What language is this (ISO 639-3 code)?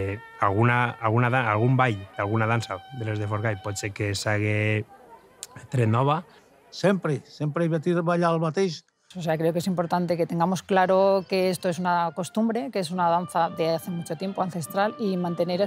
cat